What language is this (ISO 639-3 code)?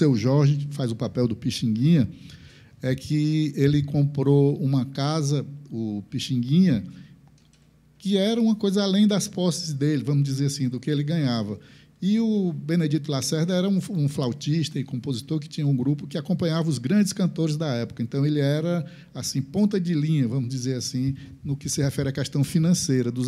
por